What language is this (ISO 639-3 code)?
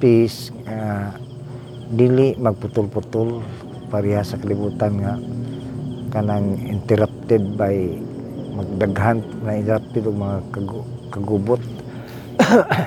ceb